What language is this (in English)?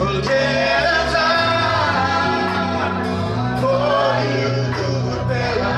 Tok Pisin